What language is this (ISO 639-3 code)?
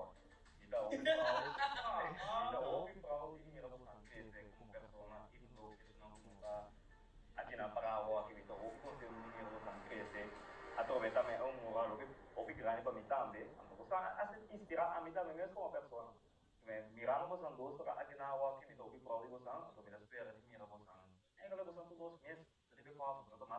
pap